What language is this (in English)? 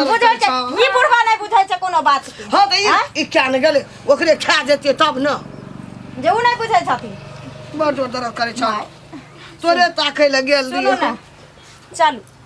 Maithili